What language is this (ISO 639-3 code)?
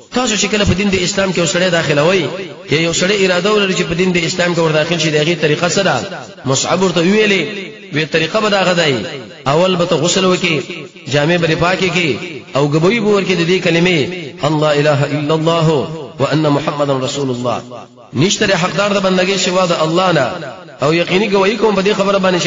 pus